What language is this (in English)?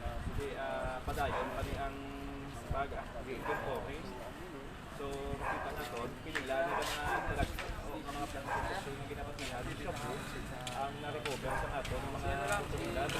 Hiligaynon